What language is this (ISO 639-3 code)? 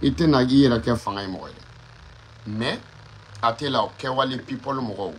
bam